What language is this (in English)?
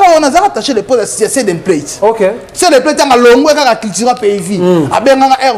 Lingala